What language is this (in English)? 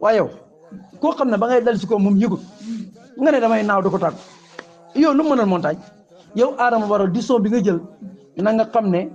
Wolof